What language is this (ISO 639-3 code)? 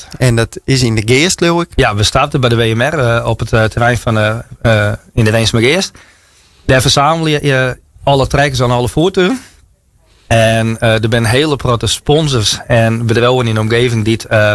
fry